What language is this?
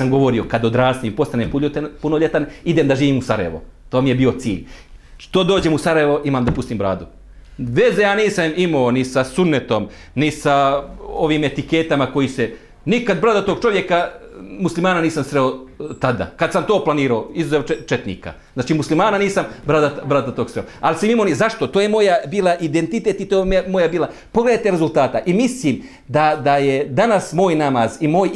Bosnian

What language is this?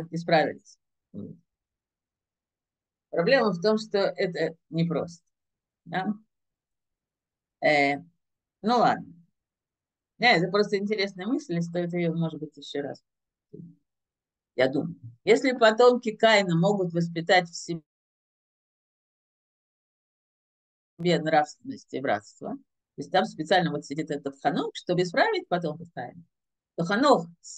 Russian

